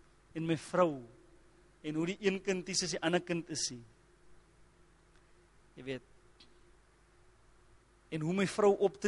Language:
Afrikaans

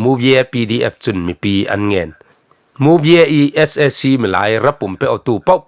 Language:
Falam Chin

